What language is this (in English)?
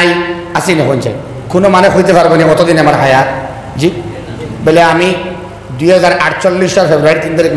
Sylheti